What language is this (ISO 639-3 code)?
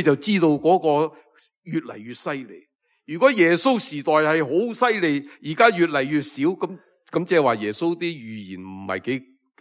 yue